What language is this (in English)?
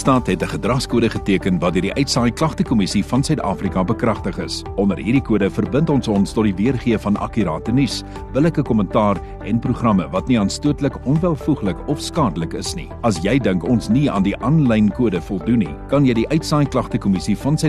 Afrikaans